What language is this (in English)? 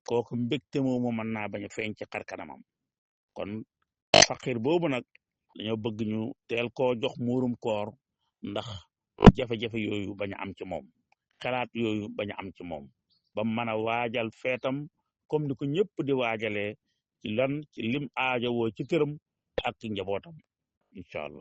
Wolof